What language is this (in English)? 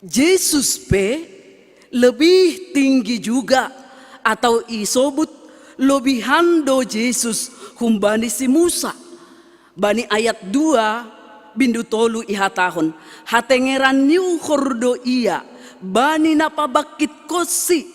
Batak Simalungun